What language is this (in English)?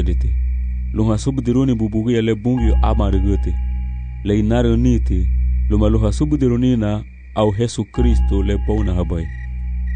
Garifuna